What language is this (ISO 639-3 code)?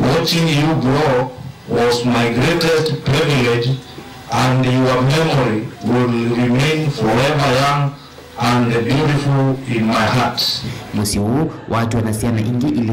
kam